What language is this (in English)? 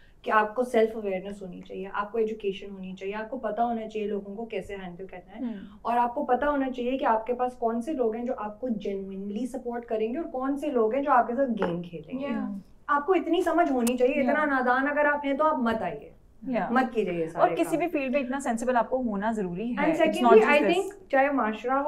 Hindi